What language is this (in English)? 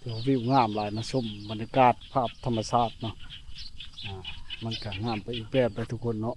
Lao